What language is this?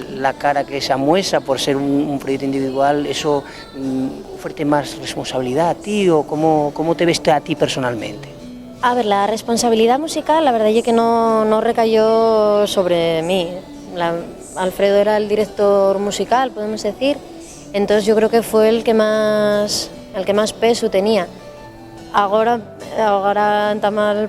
Asturian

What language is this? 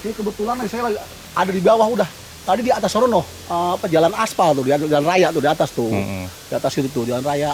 Betawi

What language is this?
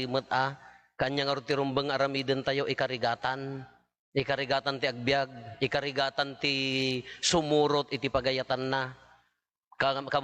Iloko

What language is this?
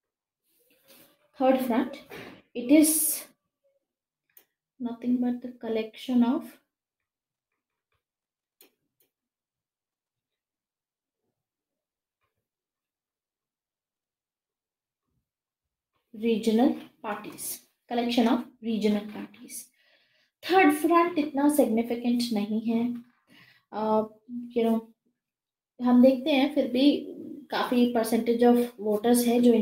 Hindi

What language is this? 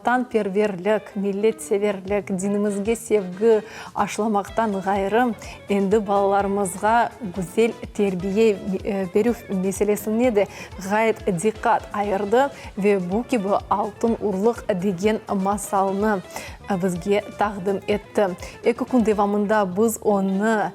Crimean Tatar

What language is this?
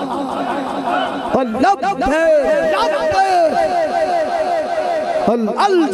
Urdu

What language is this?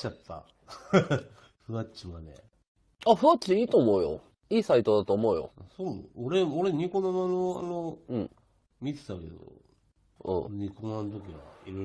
Japanese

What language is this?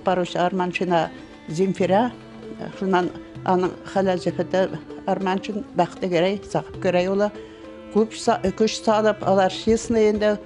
Bashkir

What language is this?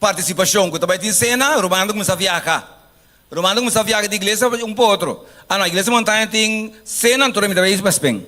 Papiamento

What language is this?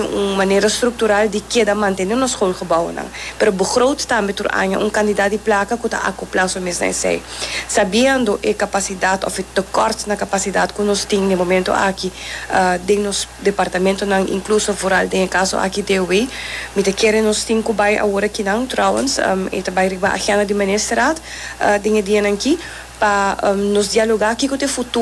Papiamento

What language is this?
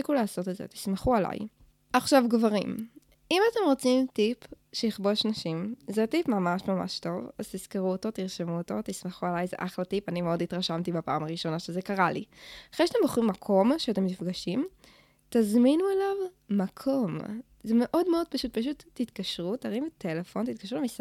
Hebrew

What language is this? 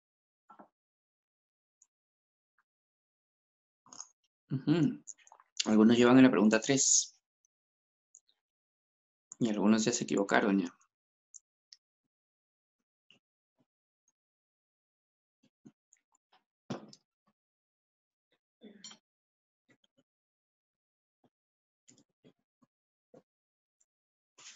Spanish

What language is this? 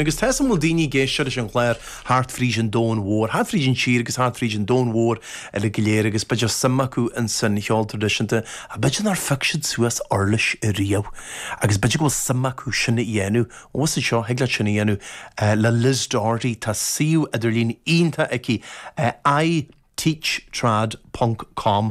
Irish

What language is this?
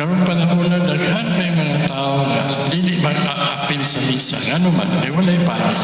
Cebuano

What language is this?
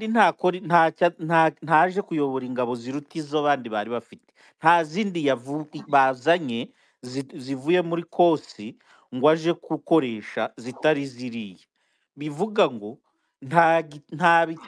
Kinyarwanda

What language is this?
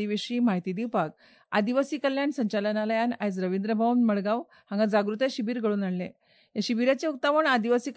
Konkani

